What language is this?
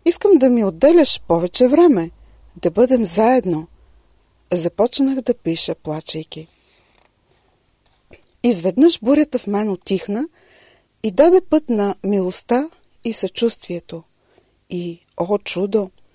Bulgarian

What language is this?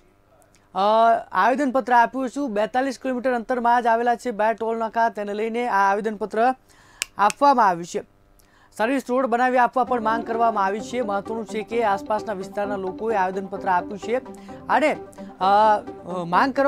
Gujarati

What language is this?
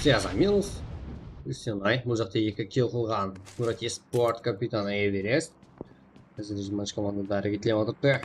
Kara-Kalpak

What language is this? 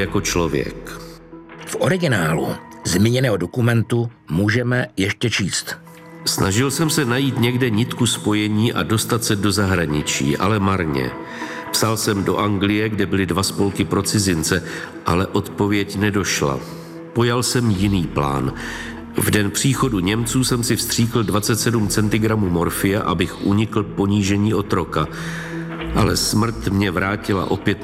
Czech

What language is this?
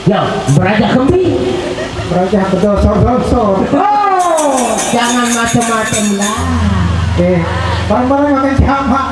Sasak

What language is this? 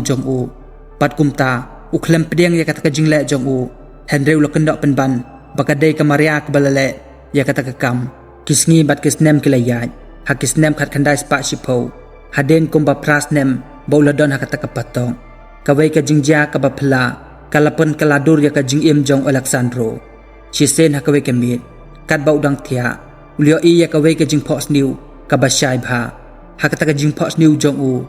Khasi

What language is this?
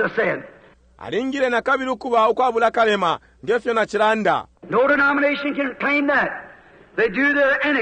Bemba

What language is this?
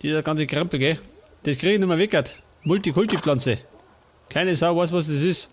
Bavarian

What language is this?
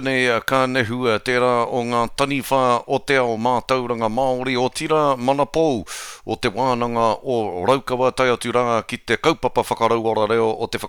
Māori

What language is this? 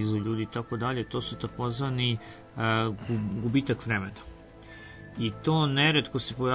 Serbian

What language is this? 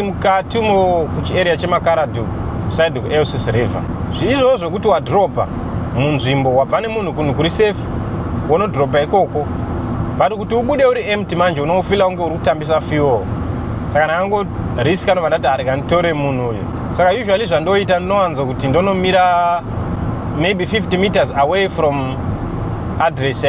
Shona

